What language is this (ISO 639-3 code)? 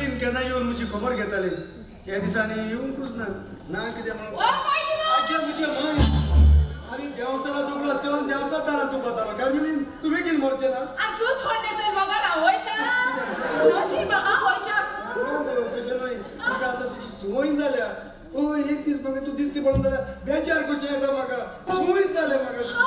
kok